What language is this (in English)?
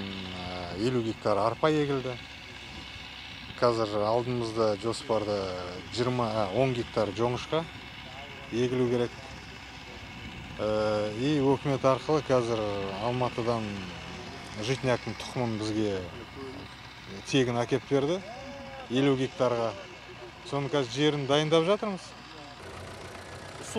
Kazakh